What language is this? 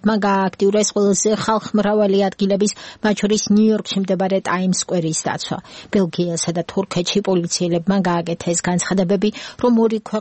Georgian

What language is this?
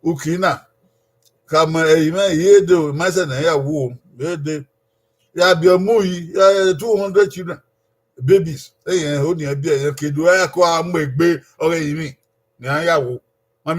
Bini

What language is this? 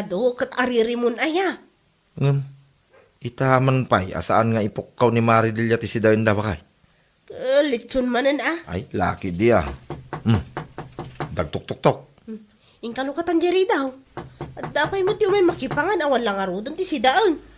Iloko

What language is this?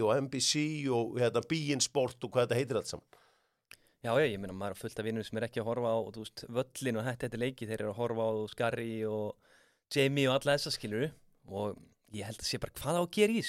Icelandic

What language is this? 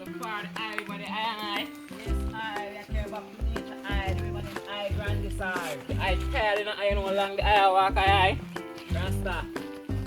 Jamaican Creole English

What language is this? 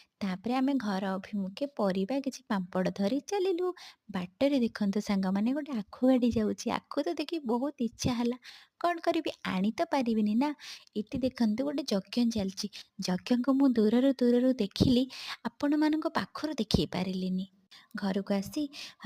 Odia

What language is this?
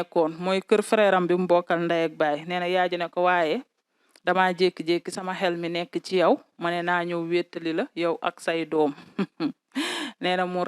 Wolof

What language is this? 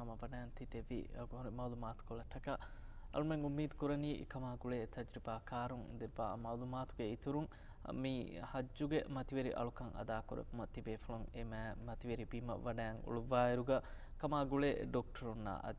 Divehi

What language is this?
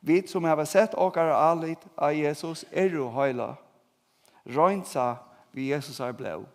Faroese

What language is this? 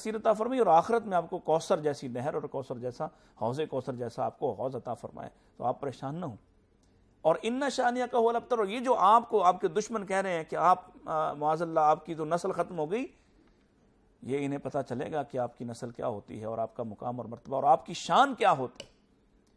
Urdu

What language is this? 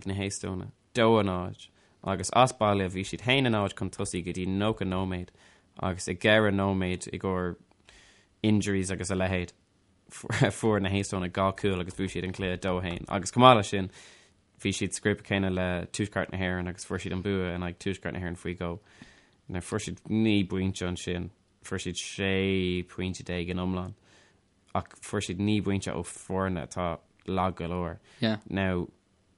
Irish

